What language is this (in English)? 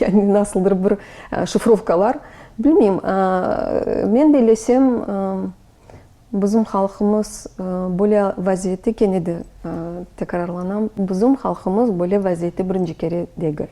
Crimean Tatar